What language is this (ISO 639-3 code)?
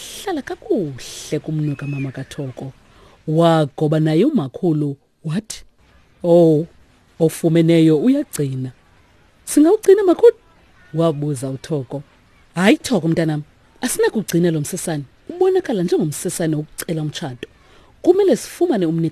xho